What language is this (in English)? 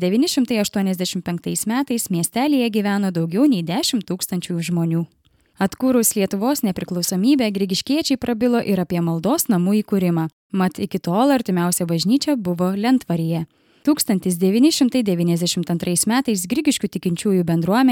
Lithuanian